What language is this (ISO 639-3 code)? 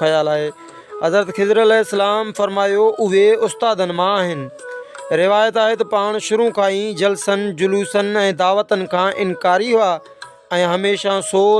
snd